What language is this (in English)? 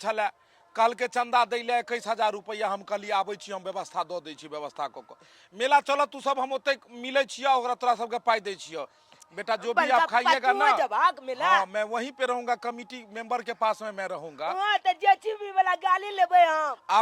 Maithili